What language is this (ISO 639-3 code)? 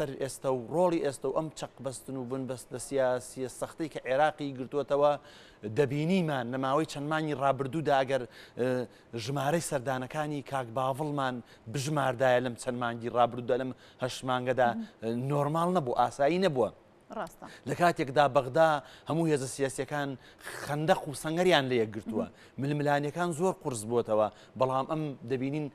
ckb